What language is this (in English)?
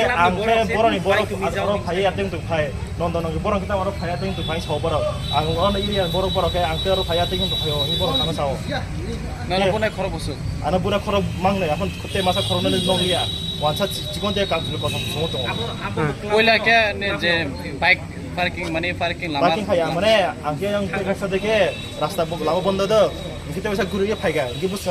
Kok Borok